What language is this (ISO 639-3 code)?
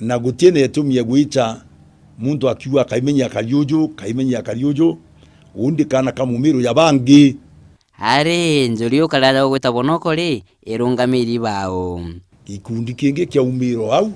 mer